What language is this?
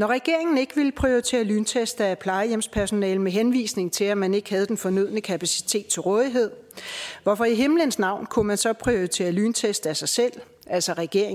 Danish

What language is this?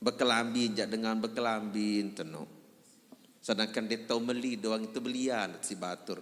Sasak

